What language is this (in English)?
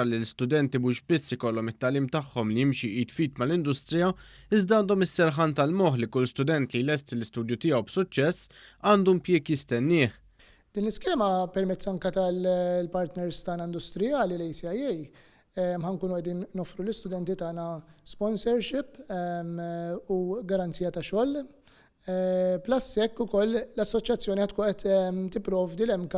Maltese